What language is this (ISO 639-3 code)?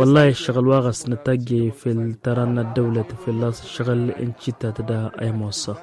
taq